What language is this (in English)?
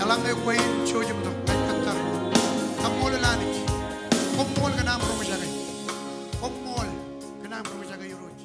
Marshallese